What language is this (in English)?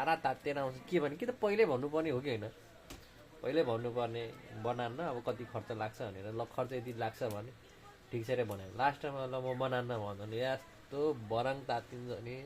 Nepali